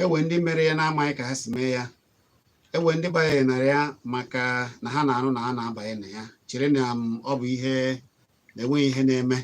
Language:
Igbo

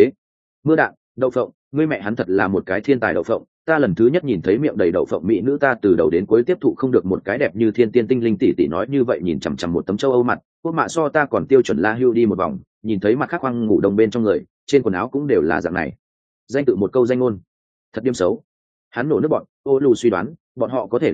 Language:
Vietnamese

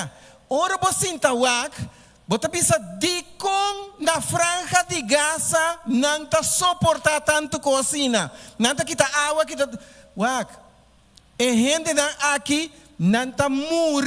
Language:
Papiamento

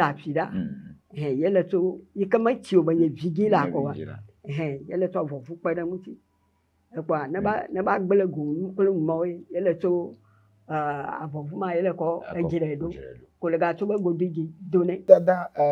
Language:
Ewe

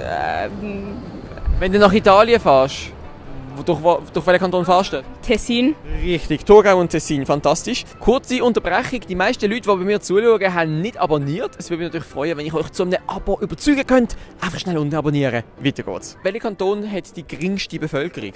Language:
Swiss German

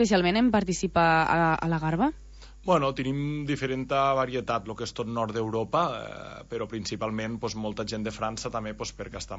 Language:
Catalan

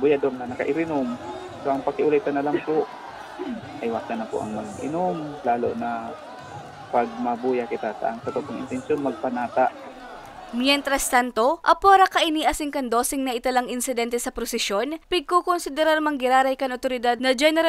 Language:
Bikol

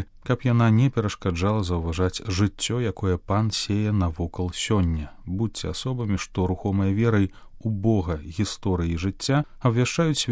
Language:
Belarusian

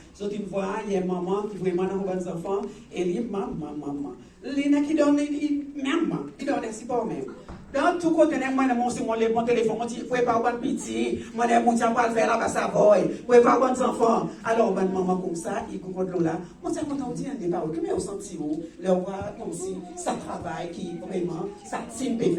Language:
Seselwa Creole French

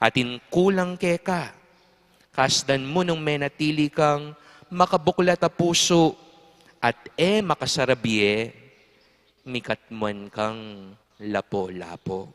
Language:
Pampanga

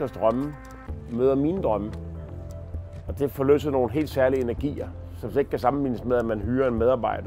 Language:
Danish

